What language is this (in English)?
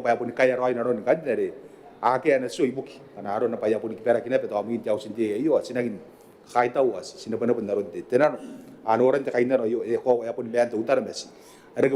Gilbertese